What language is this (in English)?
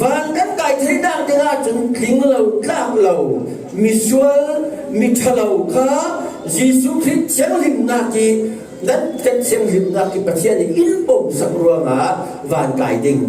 Falam Chin